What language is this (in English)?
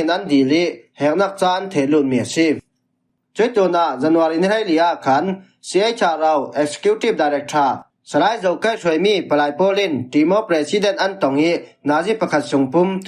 Falam Chin